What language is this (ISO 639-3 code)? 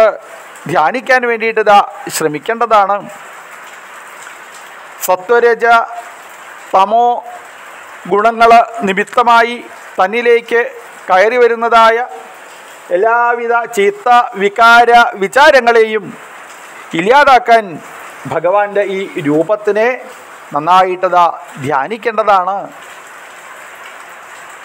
mal